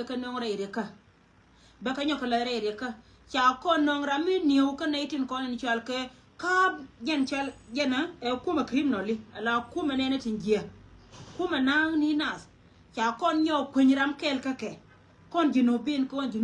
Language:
Nuer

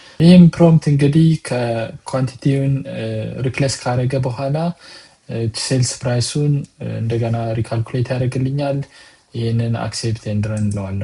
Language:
Amharic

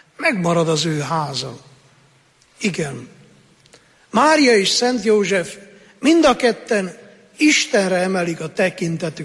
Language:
Hungarian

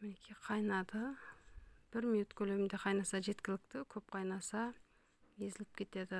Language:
Kazakh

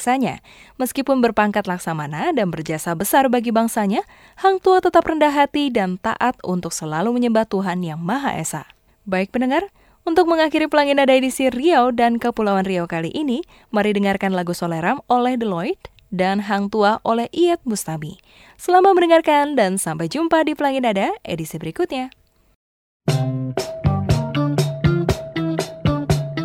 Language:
Indonesian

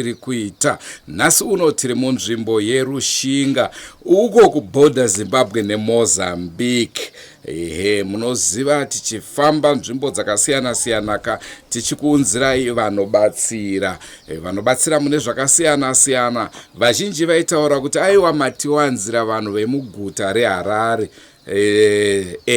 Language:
Shona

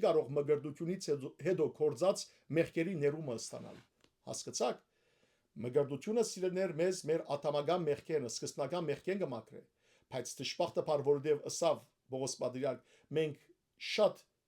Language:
Western Armenian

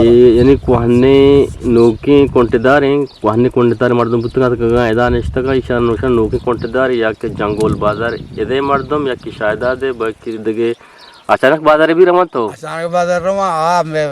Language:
Eastern Balochi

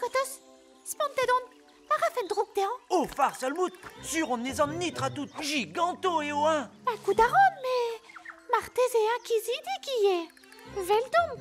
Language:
Breton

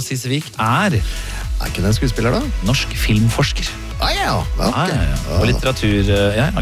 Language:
Norwegian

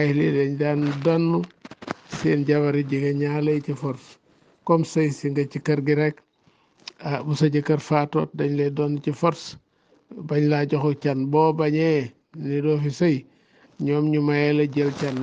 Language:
Wolof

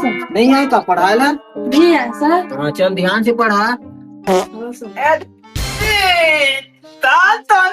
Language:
Chhattisgarhi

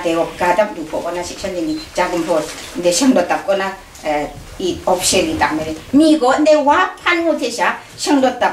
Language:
Kachin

